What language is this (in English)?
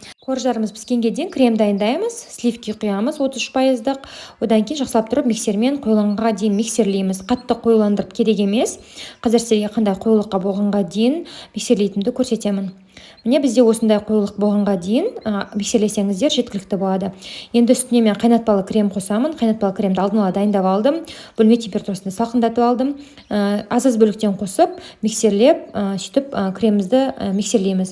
Kazakh